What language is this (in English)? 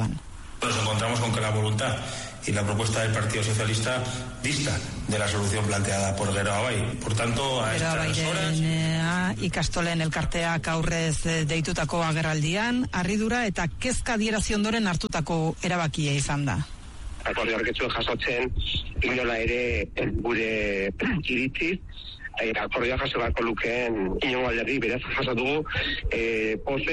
Basque